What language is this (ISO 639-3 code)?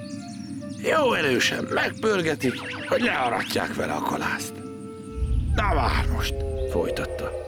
hun